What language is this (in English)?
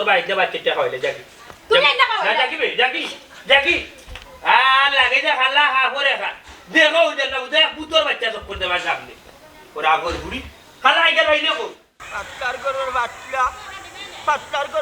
Sylheti